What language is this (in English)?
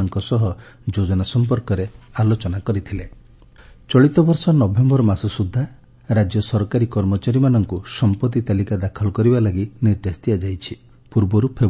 Odia